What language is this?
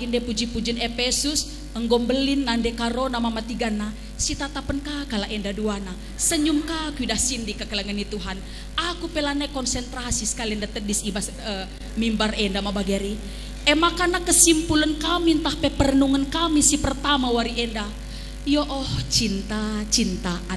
Batak Karo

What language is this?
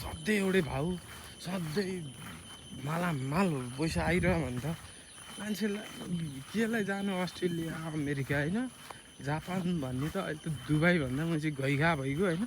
Nepali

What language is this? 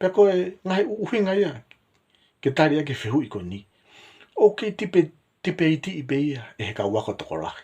Tongan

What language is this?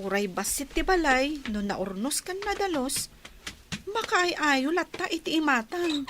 Iloko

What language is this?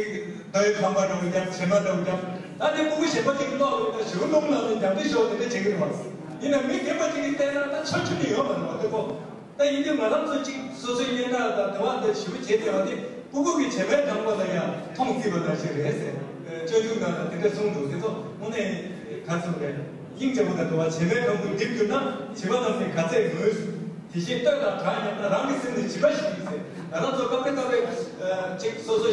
Tibetan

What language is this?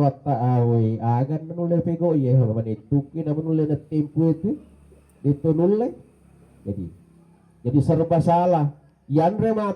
Buginese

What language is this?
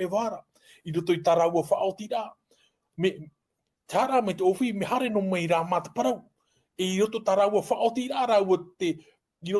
Tahitian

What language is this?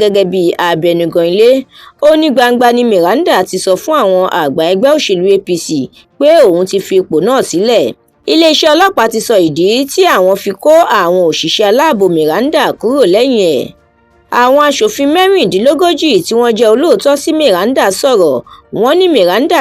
Yoruba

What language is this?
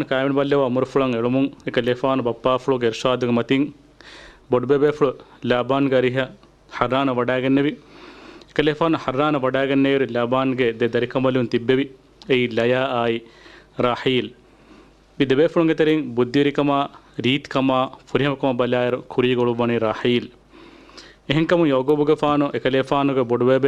Divehi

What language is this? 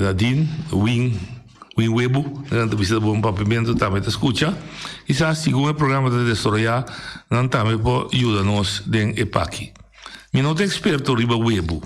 Papiamento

